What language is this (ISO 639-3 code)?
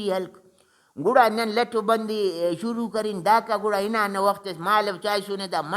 brh